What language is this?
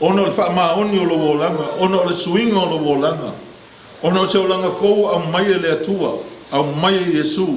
Samoan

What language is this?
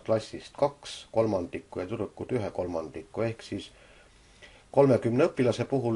Estonian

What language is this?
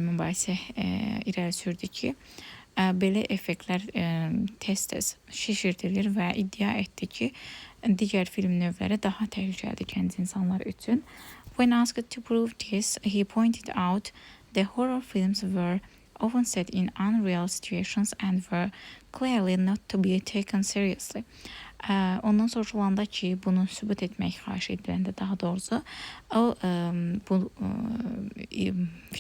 Azerbaijani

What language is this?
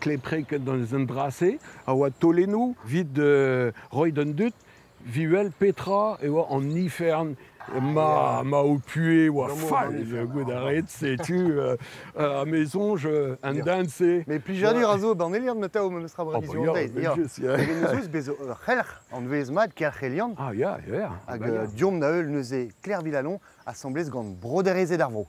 Breton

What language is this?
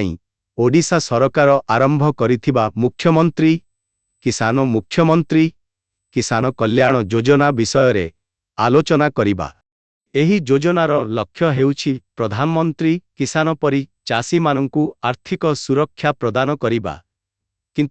Odia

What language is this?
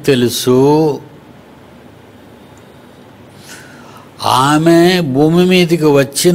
Telugu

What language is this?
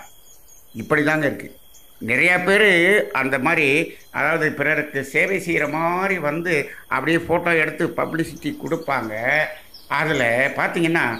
Tamil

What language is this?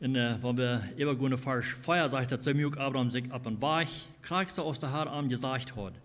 Plautdietsch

